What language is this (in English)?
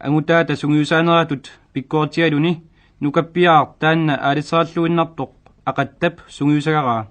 Kalaallisut